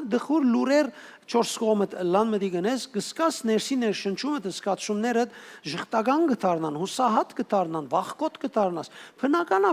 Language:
Western Armenian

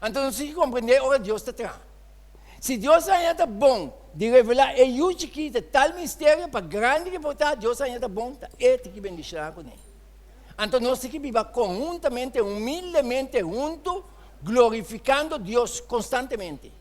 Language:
Papiamento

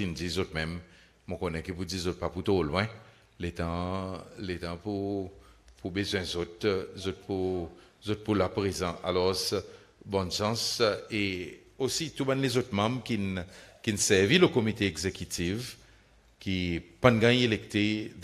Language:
Seselwa Creole French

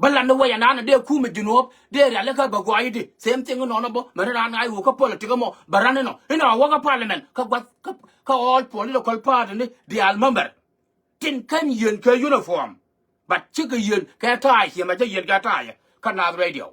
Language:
Nuer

